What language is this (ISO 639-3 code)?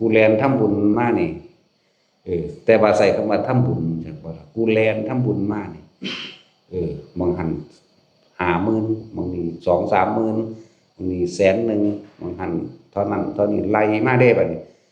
lao